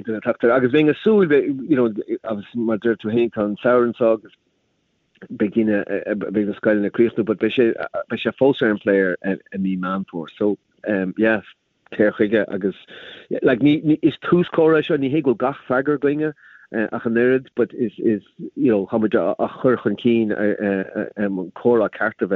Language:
Irish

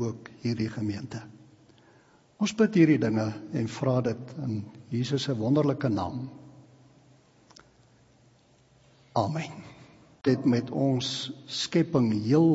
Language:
Afrikaans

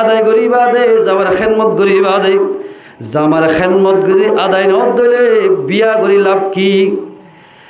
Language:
Rohingya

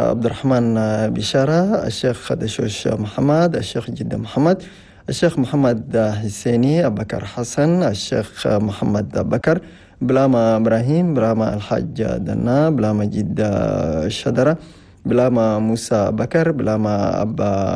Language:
Chadian Arabic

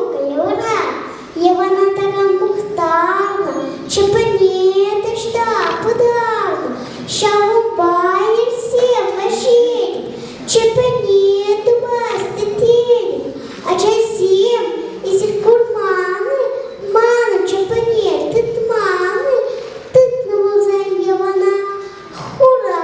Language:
Chuvash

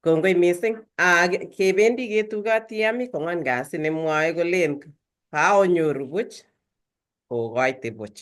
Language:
Kalenjin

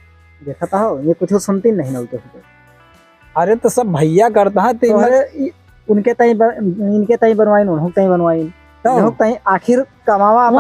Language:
Awadhi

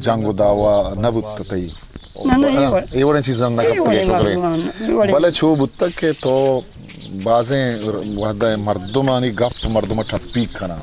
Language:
Eastern Balochi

